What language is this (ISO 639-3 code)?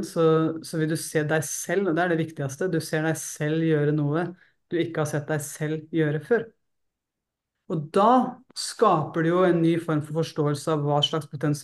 nor